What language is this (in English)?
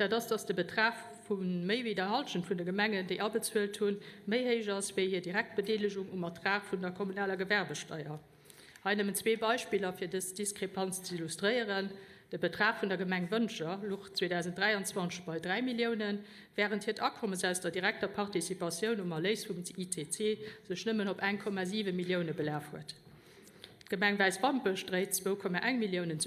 Luxembourgish